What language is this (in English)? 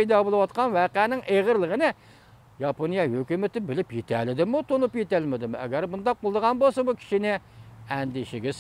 Uyghur